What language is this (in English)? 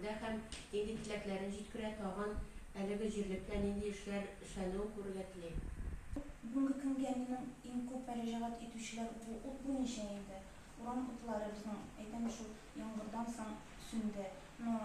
Tatar